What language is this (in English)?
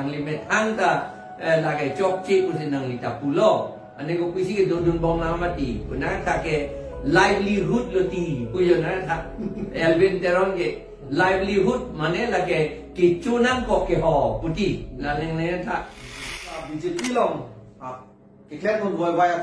Karbi